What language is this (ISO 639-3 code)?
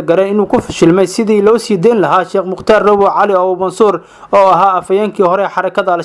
som